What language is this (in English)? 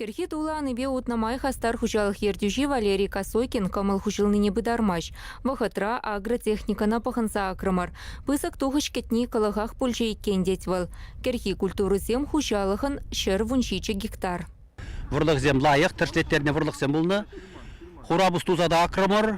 Chuvash